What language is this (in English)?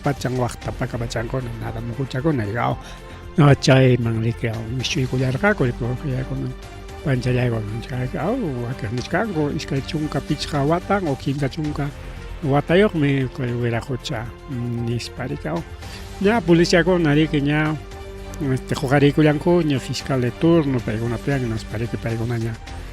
Ayacucho Quechua